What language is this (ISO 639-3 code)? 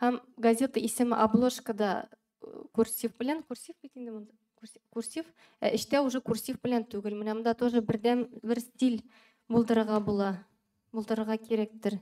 tat